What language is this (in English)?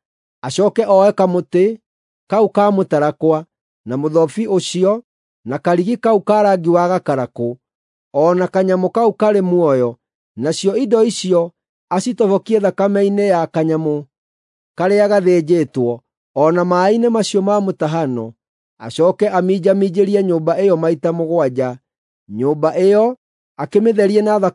Kikuyu